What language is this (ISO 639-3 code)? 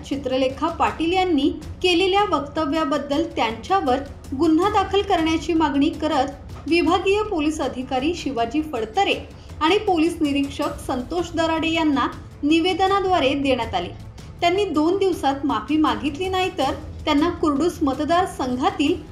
mar